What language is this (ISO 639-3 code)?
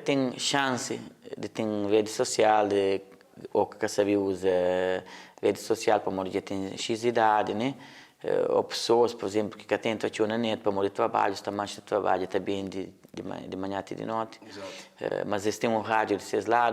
kea